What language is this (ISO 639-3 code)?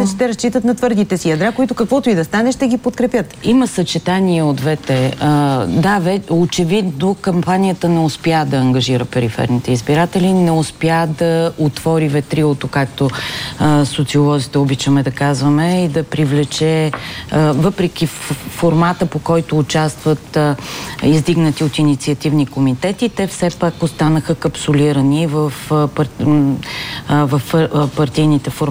bul